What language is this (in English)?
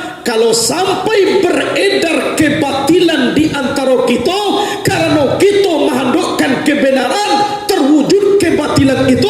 Minangkabau